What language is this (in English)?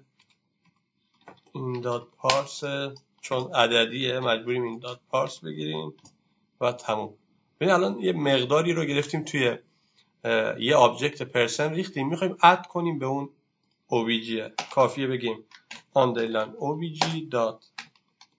Persian